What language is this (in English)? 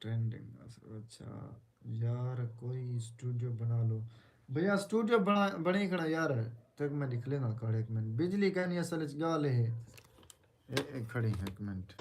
Saraiki